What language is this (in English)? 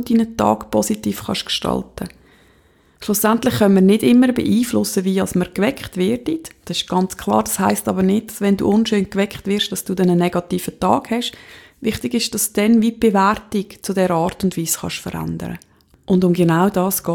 German